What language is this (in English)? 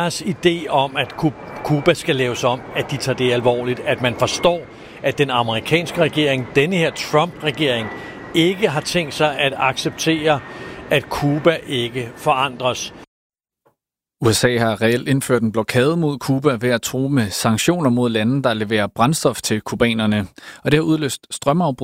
Danish